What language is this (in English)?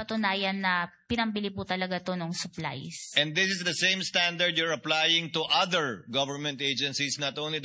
Filipino